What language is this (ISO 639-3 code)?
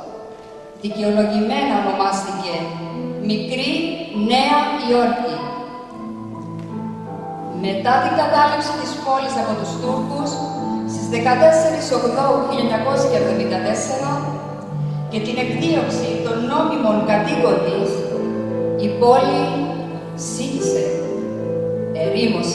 ell